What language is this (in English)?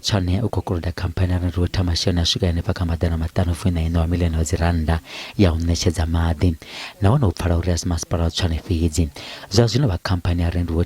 Venda